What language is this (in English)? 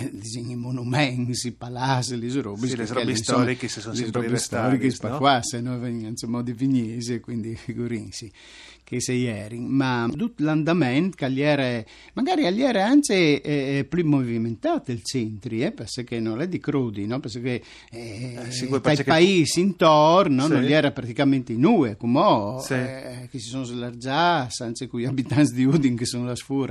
Friulian